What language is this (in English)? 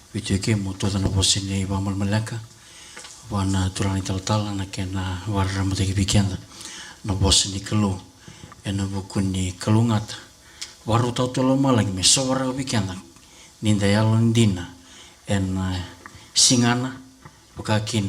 Fijian